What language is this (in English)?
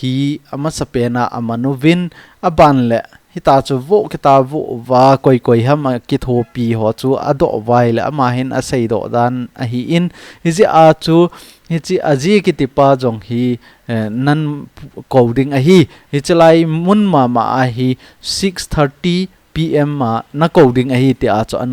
Thado Chin